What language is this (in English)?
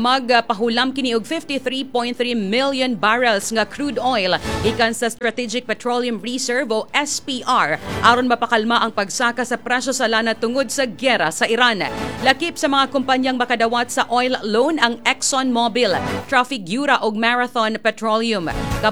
Cebuano